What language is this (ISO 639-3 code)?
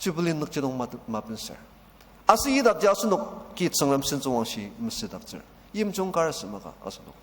njo